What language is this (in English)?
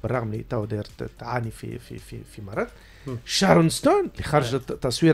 Tunisian Arabic